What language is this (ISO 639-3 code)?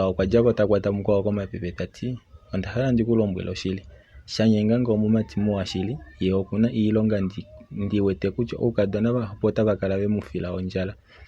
kua